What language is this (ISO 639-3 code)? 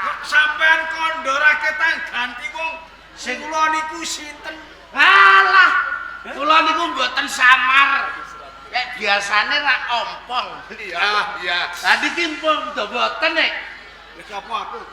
jav